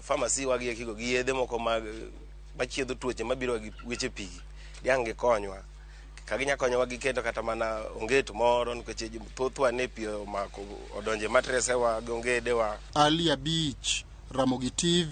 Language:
Luo (Kenya and Tanzania)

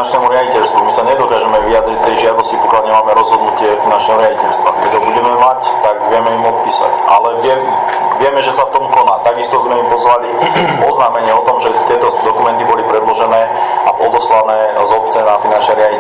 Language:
Slovak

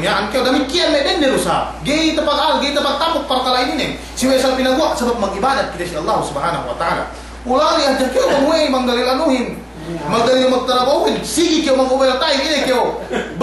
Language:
Yakan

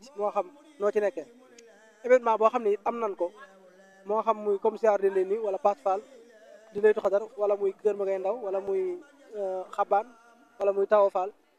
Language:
Wolof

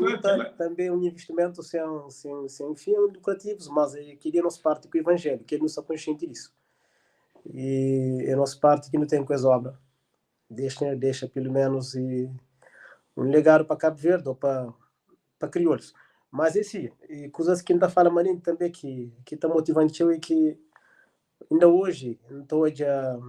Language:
Kabuverdianu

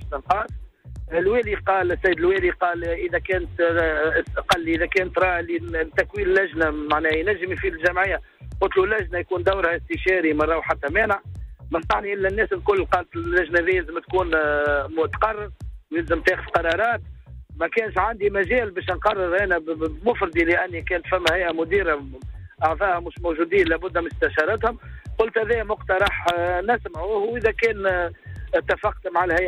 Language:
Tunisian Arabic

